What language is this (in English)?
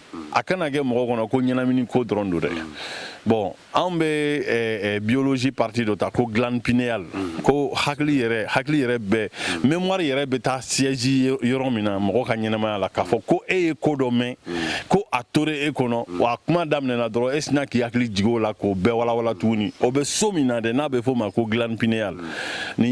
Bambara